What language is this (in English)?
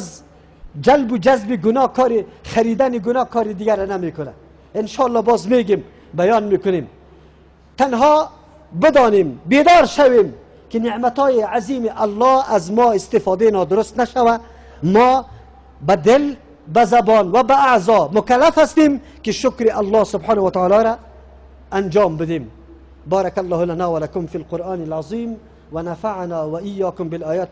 Persian